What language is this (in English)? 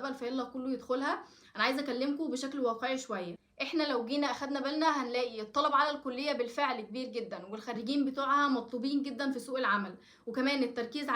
Egyptian Arabic